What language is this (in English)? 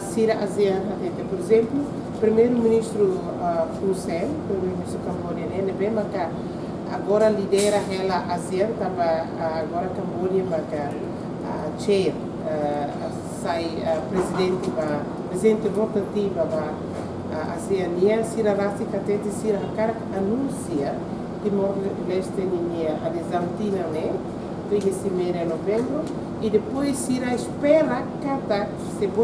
Tetum